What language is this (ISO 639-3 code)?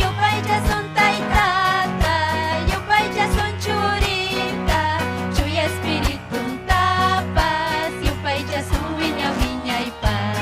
quy